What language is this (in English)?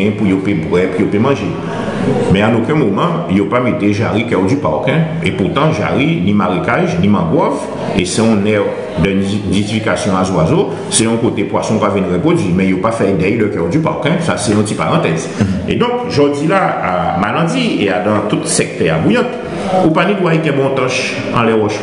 Guadeloupean Creole French